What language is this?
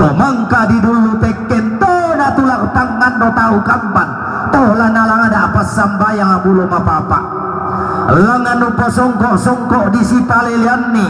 Toraja-Sa'dan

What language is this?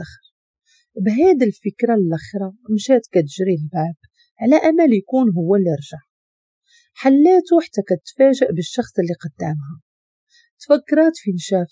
Moroccan Arabic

